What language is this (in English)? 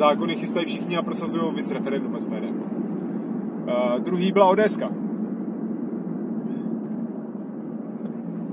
Czech